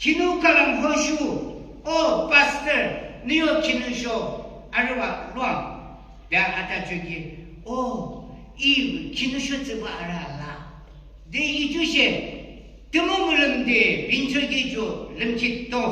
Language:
Yimchungru Naga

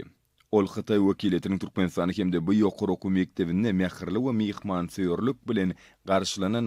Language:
Turkmen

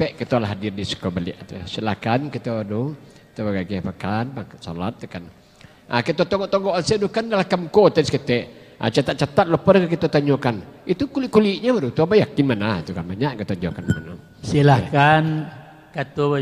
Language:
Minangkabau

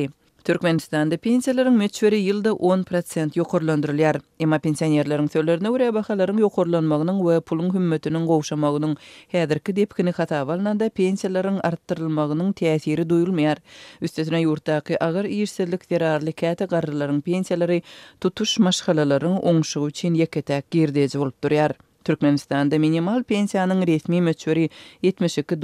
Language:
Turkmen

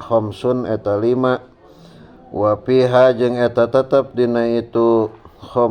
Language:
Sundanese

